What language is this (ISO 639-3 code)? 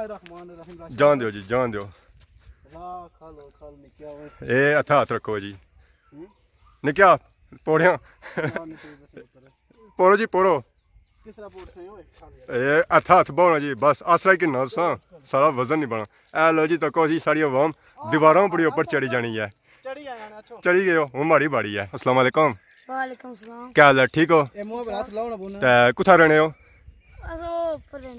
phr